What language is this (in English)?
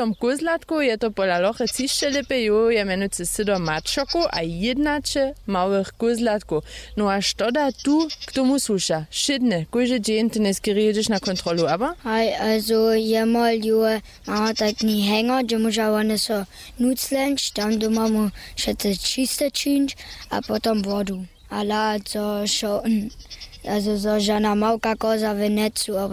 Upper Sorbian